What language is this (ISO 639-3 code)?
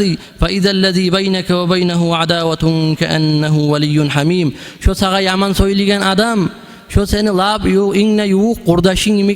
kum